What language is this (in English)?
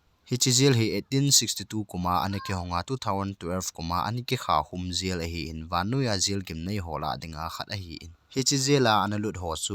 Thado Chin